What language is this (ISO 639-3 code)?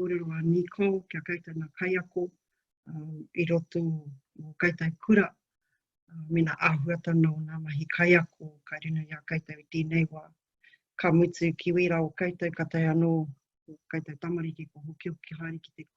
mri